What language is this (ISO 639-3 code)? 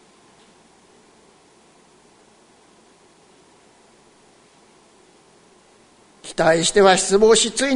jpn